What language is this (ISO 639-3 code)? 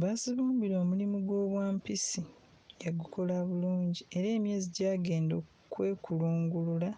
lug